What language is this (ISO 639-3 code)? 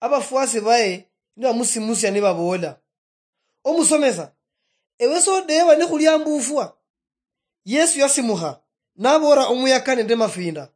luy